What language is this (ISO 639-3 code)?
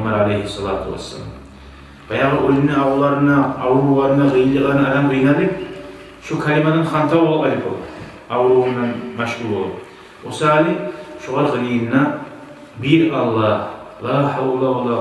kum